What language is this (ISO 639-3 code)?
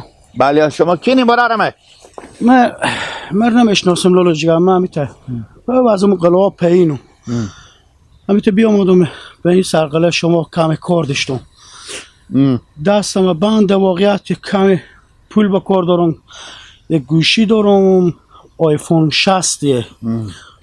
haz